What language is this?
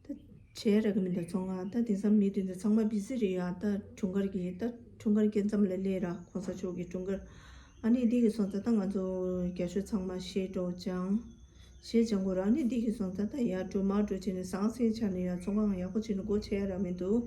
Tibetan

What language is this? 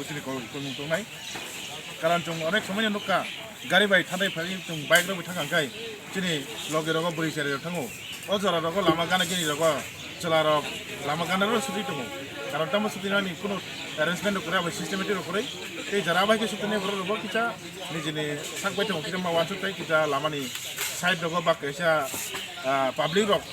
Kok Borok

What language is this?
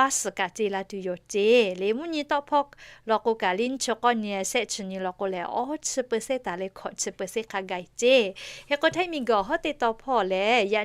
Lahu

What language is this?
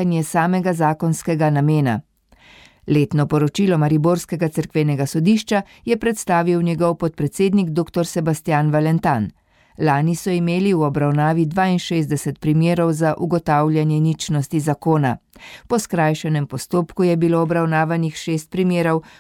Slovenian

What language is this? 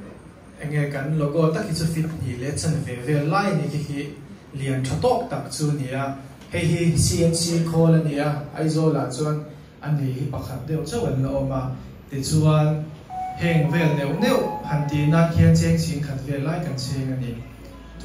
Mizo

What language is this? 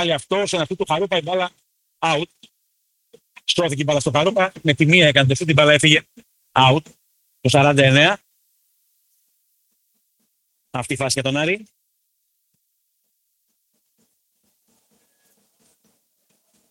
Greek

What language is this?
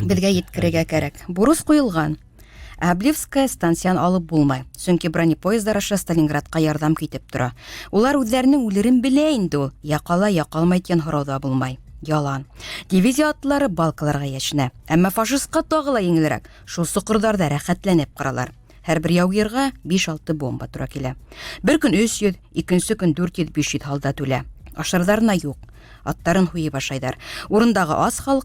Bashkir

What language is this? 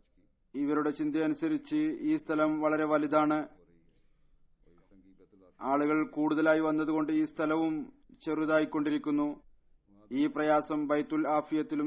Malayalam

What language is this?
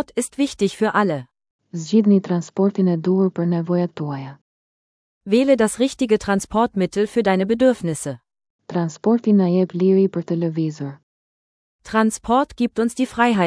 Albanian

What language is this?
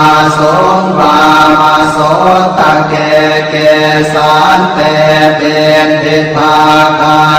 Pali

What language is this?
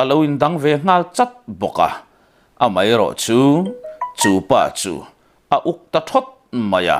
Mizo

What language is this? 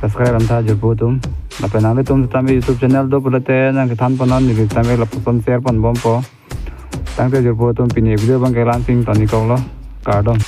Karbi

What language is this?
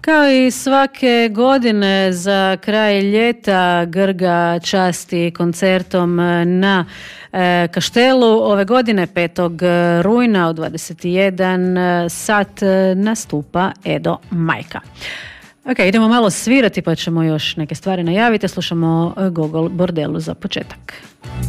Croatian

